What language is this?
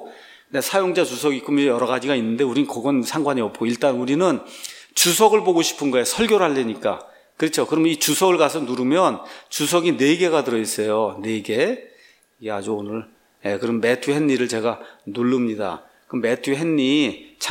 Korean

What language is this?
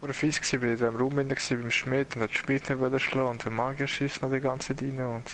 Swiss German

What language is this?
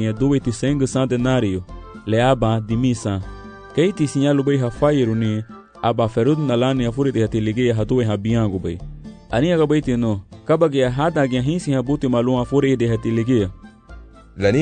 Garifuna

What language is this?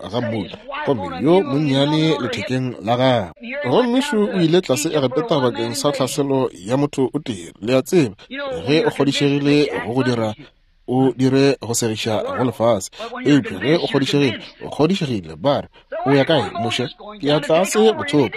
Northern Sotho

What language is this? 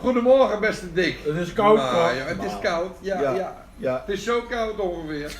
Limburgish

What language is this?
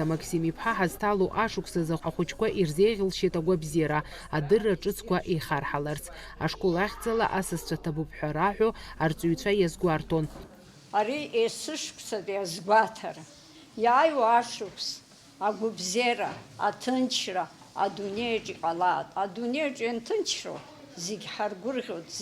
Abkhazian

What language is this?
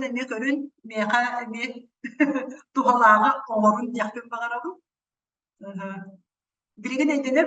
Yakut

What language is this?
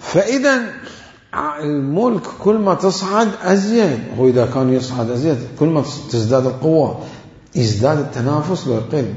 Mesopotamian Arabic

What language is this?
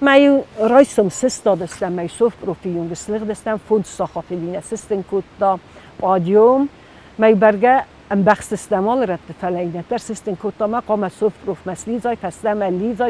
Ossetic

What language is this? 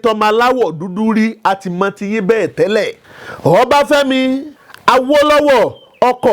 Yoruba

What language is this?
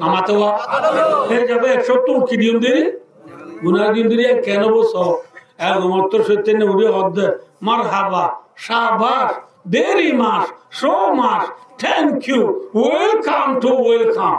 Rohingya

